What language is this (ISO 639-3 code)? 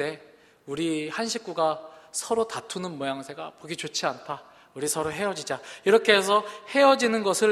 kor